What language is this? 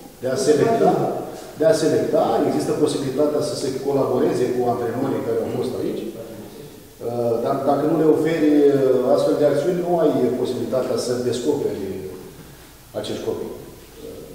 Romanian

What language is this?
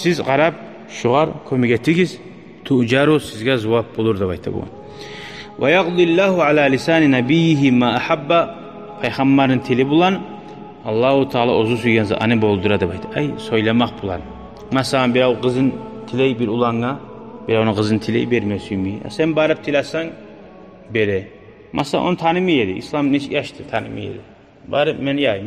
Kumyk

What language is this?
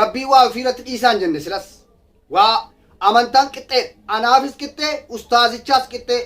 Oromo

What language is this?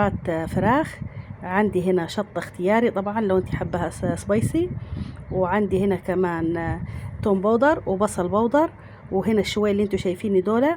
Egyptian Arabic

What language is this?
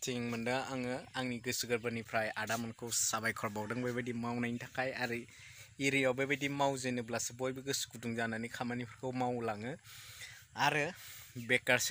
Bodo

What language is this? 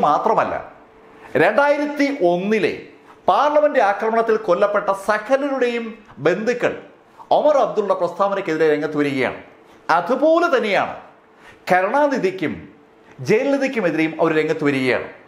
Malayalam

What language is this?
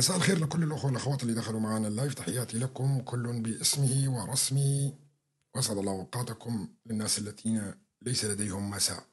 North Levantine Arabic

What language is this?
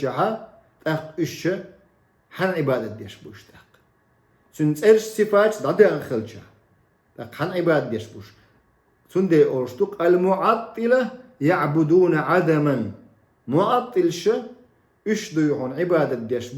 Chechen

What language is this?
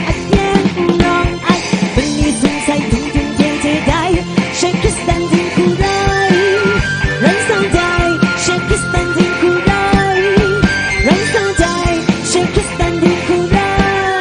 Kachin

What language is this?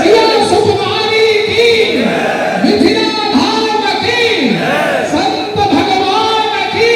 Maithili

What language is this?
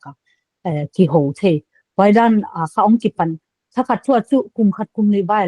Paite Chin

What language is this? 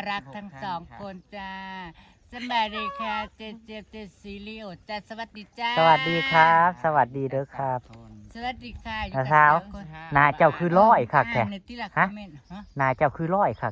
Northeastern Thai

